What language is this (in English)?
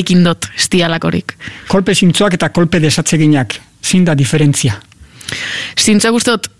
Basque